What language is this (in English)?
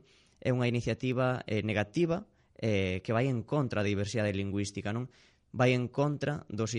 Galician